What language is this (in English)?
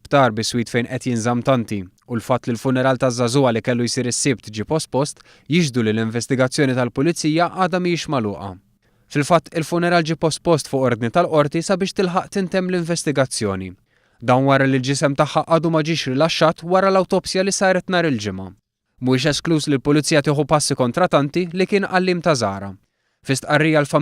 Maltese